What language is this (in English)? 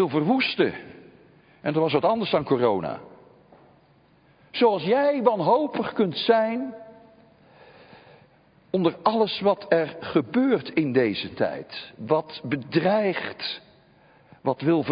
Dutch